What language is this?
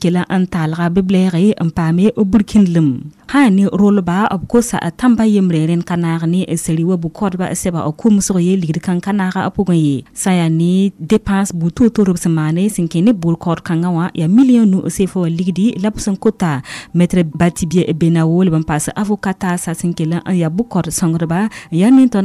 Mossi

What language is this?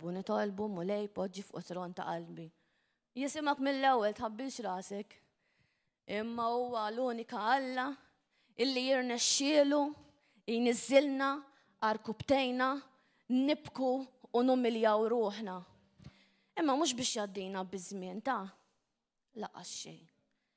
Maltese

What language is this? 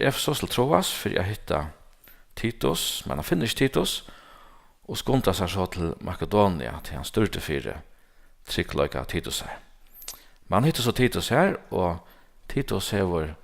Faroese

